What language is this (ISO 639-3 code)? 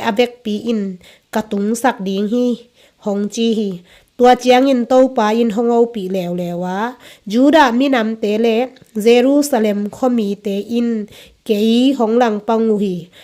ctd